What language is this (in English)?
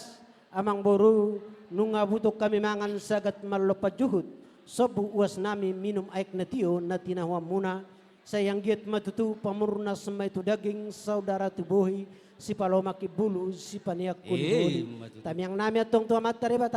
Batak Toba